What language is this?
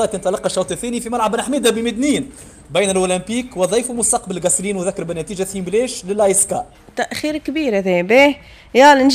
Tunisian Arabic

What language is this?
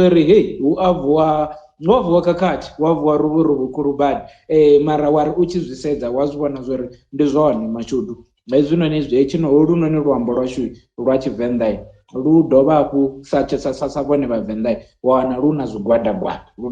Venda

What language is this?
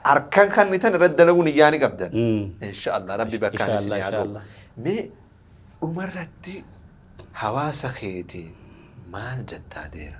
Oromo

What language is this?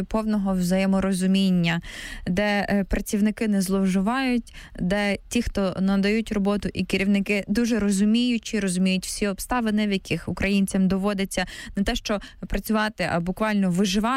Ukrainian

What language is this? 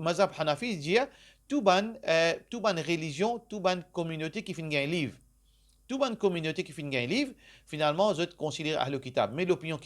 Morisyen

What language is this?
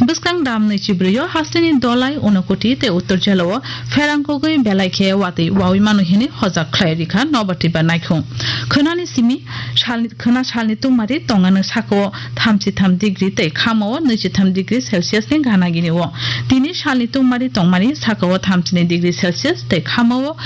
Kok Borok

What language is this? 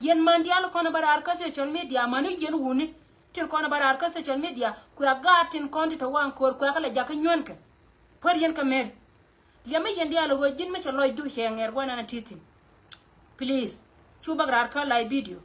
Nuer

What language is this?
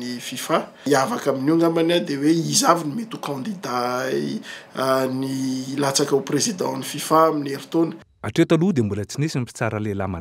Malagasy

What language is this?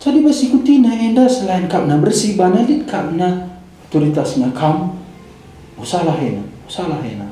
Batak Karo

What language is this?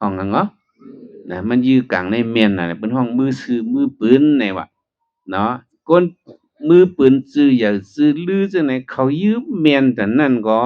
Shan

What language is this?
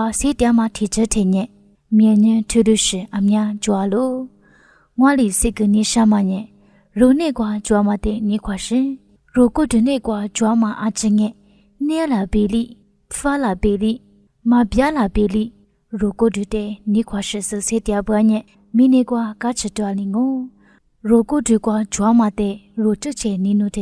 Lisu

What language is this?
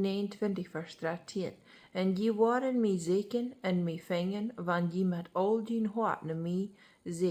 Plautdietsch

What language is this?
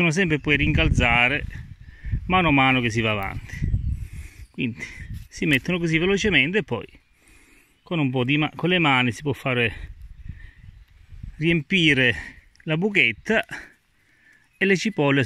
Italian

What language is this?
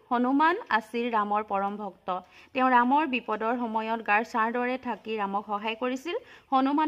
Assamese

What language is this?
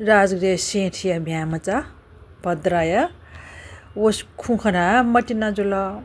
Newari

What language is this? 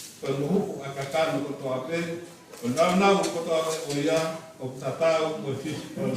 Tongan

